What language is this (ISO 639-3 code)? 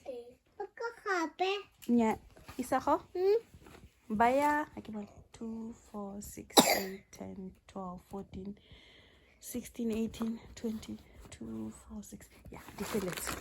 tsn